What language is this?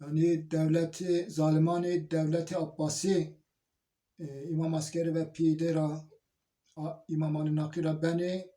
Zaza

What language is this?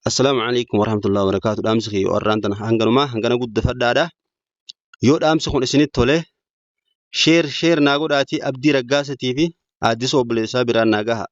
Oromo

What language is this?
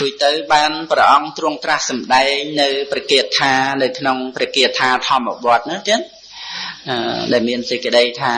Khmer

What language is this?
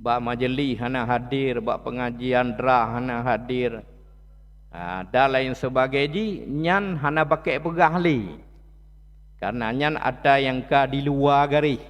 Achinese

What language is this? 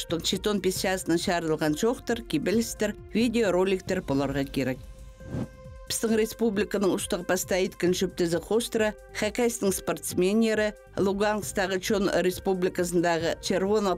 Khakas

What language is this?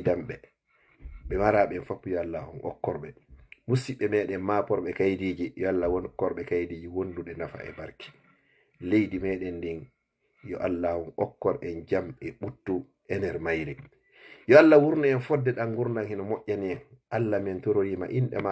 Fula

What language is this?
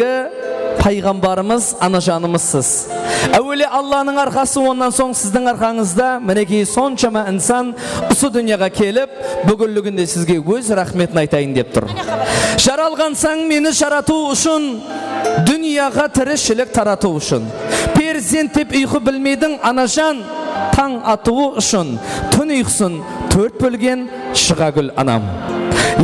Kara-Kalpak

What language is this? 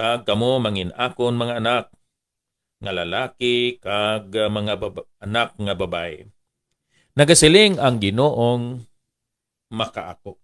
Hiligaynon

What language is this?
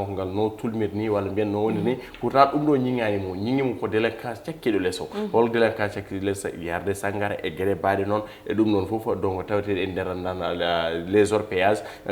Fula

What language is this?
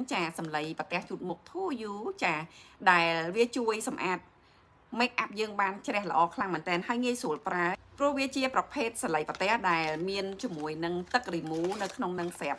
Khmer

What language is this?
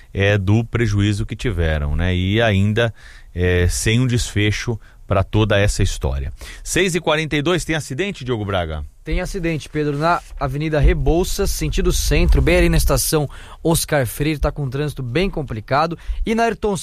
Portuguese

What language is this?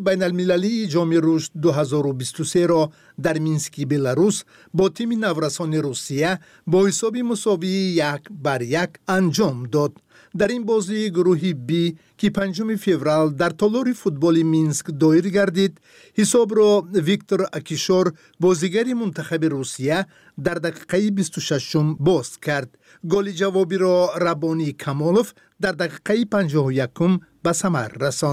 Tajik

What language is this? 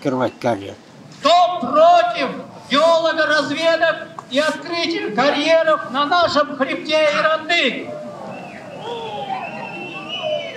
Russian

